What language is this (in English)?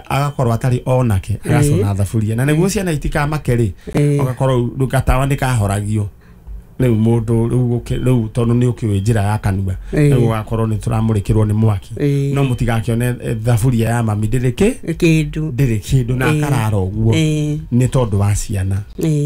Kikuyu